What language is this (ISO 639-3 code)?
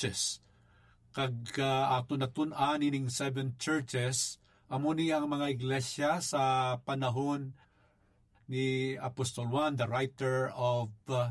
hil